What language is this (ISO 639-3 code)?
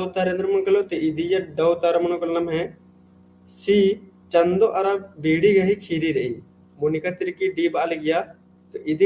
kru